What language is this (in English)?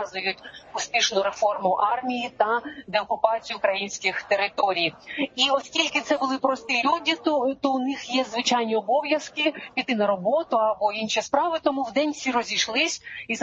Ukrainian